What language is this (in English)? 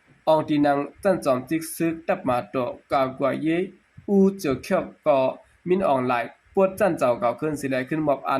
Shan